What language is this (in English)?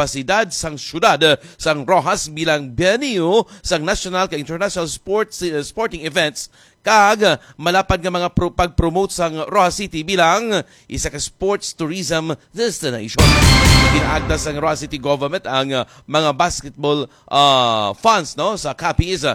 Hiligaynon